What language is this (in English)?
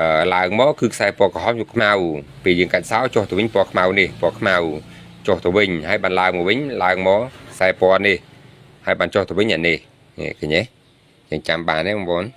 Khmer